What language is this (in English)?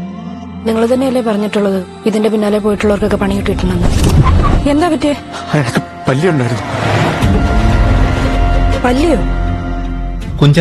Malayalam